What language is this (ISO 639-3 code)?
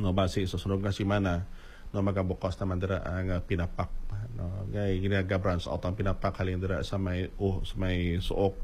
hil